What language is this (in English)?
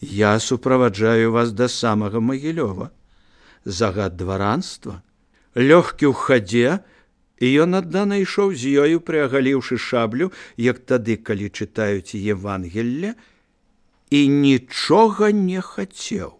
Belarusian